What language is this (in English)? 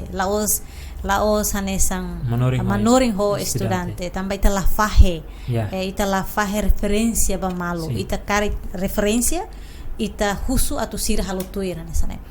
Tetum